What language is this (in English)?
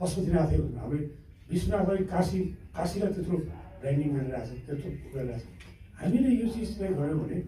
Nepali